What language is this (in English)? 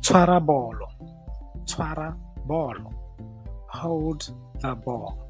Tswana